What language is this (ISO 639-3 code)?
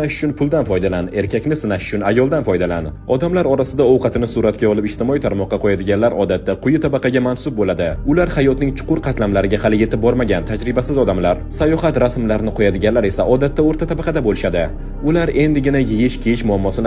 uzb